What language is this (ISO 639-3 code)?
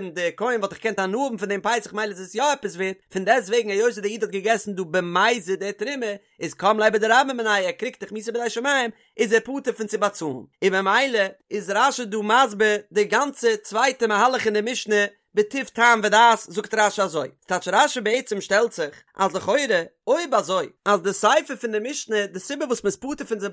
yid